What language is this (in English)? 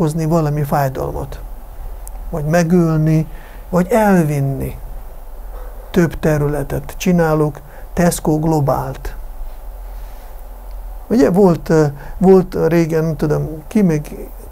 Hungarian